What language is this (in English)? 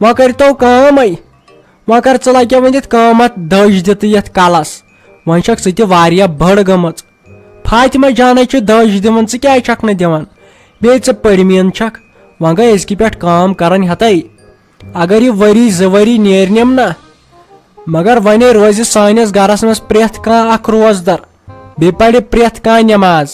Kashmiri